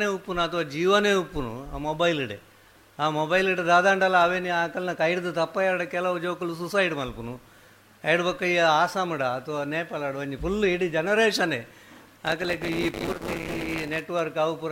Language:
Tulu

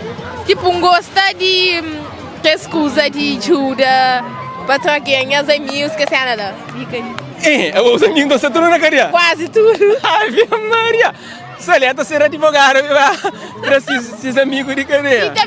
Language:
Kabuverdianu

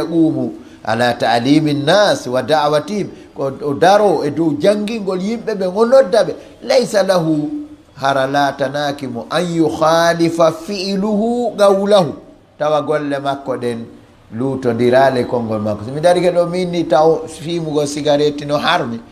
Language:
Fula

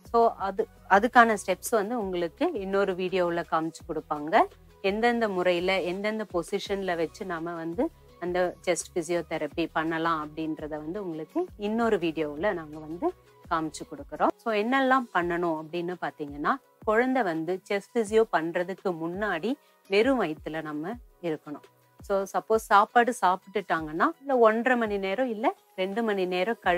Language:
Tamil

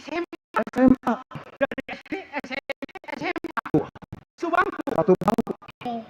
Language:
Betawi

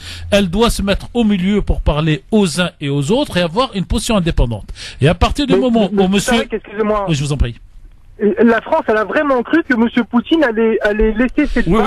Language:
French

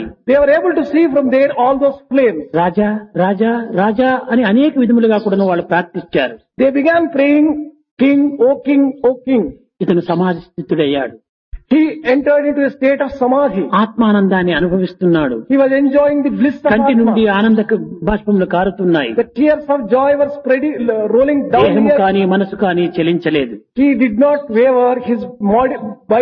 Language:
Telugu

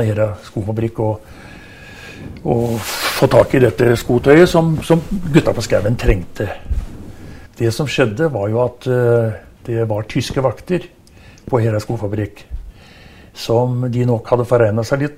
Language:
Norwegian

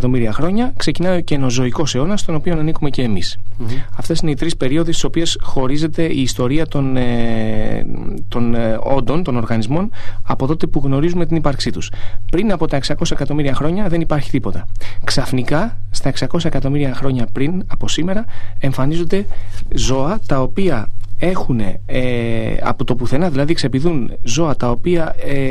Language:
Greek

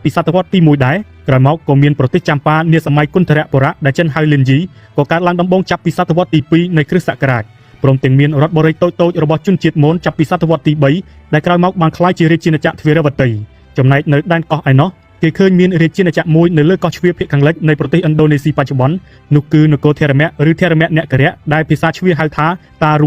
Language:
Khmer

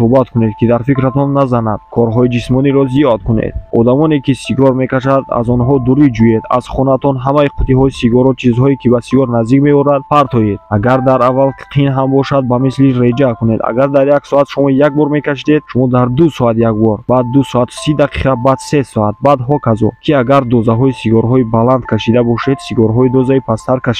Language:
Tajik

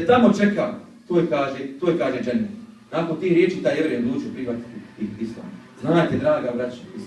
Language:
Bosnian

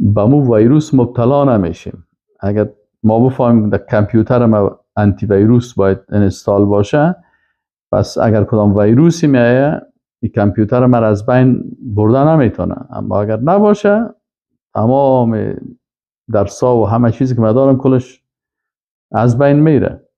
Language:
Persian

